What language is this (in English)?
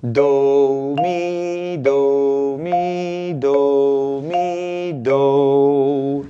Papiamento